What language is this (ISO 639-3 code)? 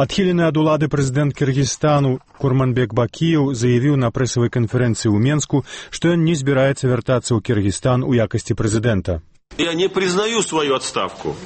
bel